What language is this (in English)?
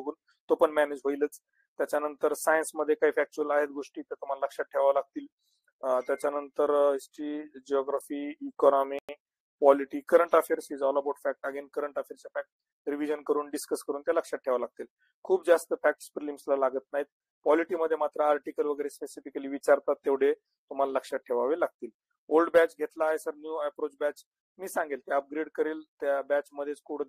Marathi